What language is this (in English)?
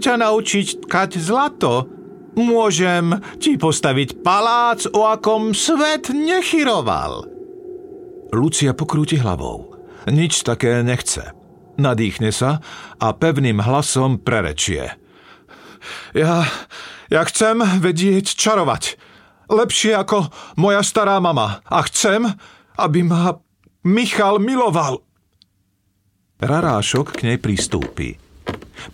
Slovak